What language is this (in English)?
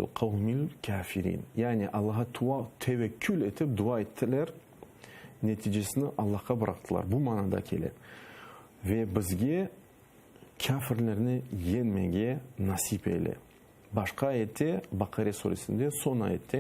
Crimean Tatar